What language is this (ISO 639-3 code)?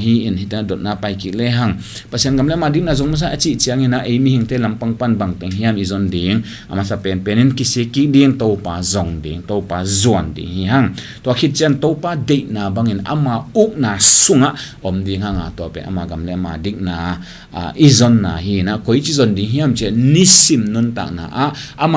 ctd